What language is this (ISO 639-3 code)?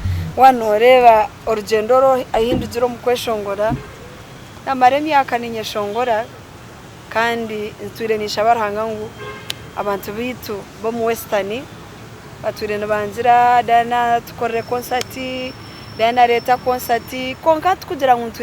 nyn